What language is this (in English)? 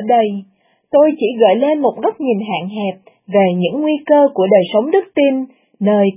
Vietnamese